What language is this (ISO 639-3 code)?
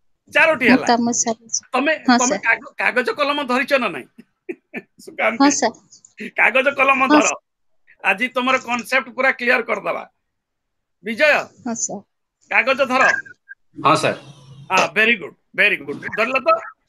ori